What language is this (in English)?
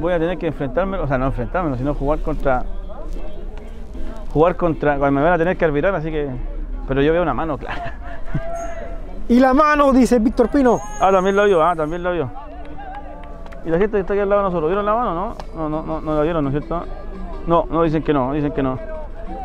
Spanish